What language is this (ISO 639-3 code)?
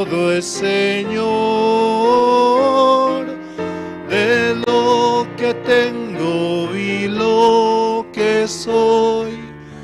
aym